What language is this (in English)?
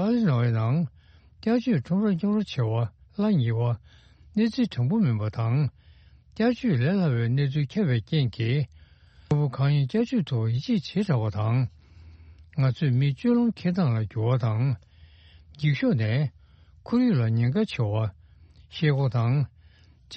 Tibetan